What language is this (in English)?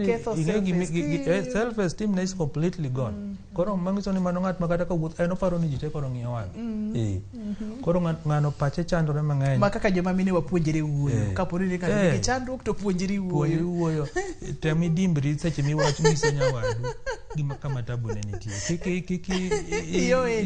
Luo (Kenya and Tanzania)